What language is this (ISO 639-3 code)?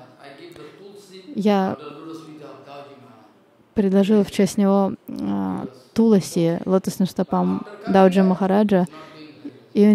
rus